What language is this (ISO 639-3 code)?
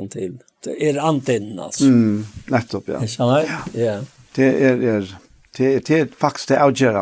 fao